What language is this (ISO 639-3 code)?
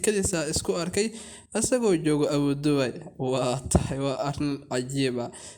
som